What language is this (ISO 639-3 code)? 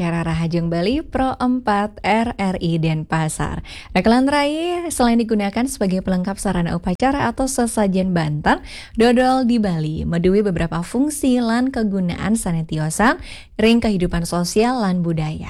ban